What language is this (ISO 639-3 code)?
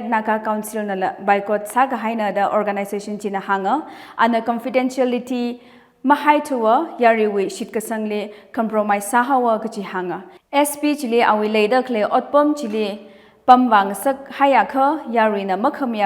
nmf